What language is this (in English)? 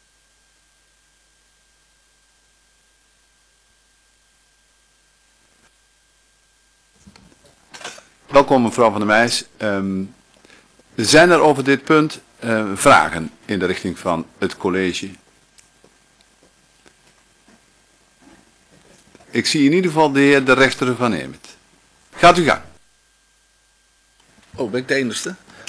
Dutch